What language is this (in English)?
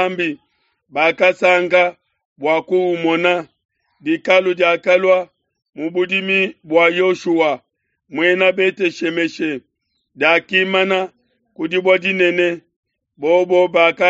Luba-Lulua